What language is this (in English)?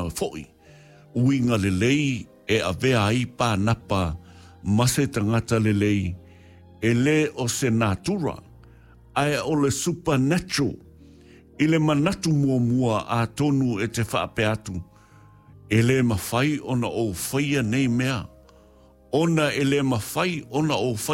Samoan